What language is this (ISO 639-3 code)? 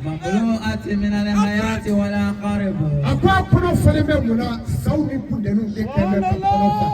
bam